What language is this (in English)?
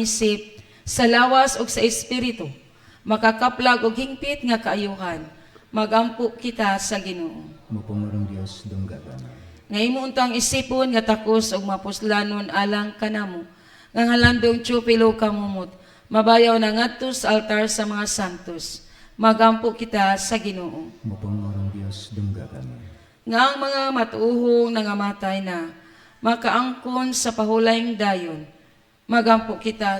Cebuano